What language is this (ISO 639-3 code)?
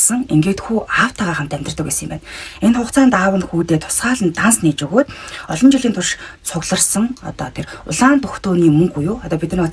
mon